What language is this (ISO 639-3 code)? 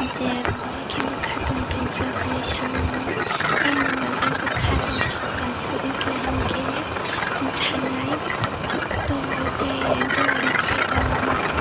trp